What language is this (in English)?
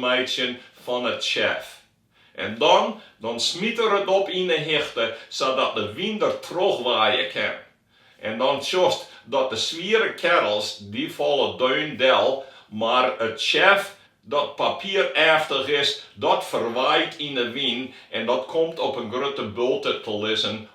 Western Frisian